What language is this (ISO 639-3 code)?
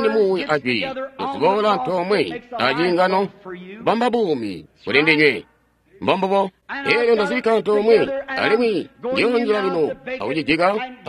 toi